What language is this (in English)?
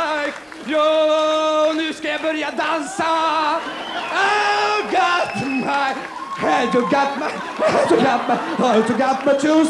Swedish